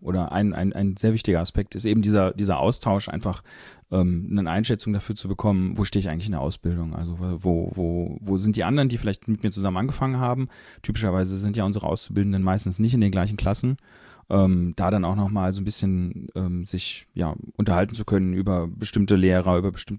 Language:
German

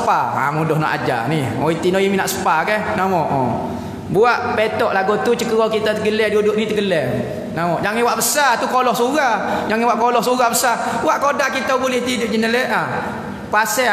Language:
Malay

